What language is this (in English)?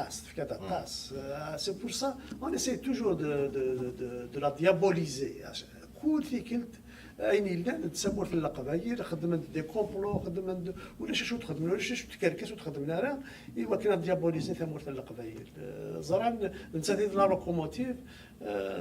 Kabyle